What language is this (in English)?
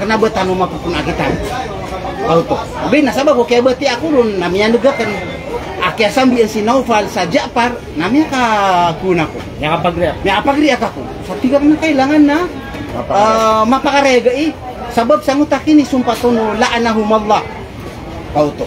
Maranao